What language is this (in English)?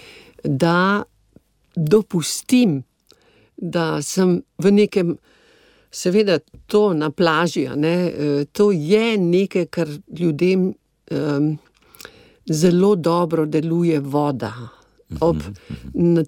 Slovenian